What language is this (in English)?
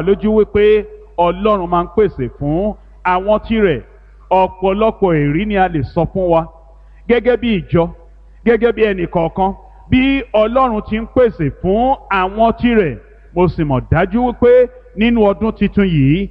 Yoruba